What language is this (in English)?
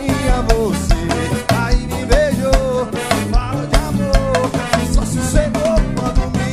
Portuguese